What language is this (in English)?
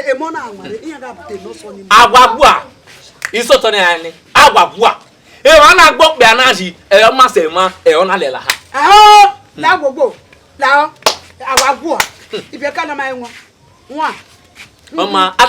Bini